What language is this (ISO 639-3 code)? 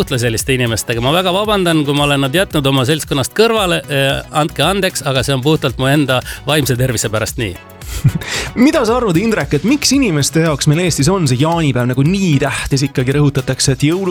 est